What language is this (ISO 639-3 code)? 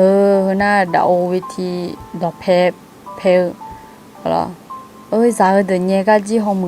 ahk